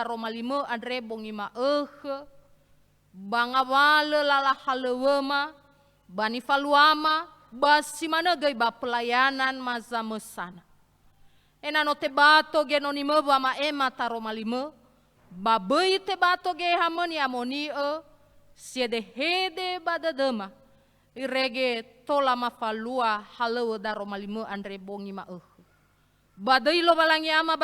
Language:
Nias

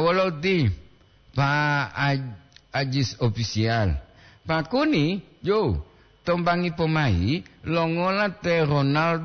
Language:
Gorontalo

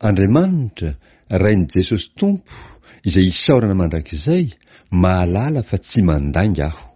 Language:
Malagasy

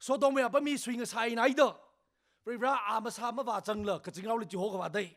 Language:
Tangkhul Naga (India)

